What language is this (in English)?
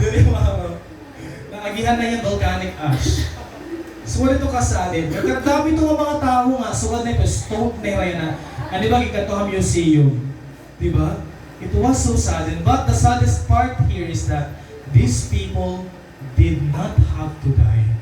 Waray